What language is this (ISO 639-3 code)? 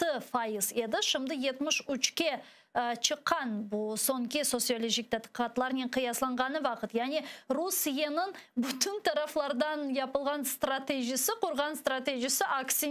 crh